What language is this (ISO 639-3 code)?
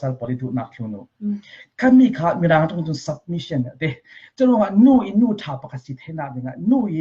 cfm